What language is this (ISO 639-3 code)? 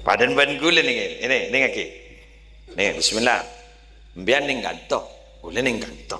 mad